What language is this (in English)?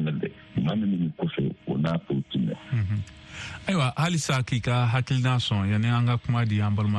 Bambara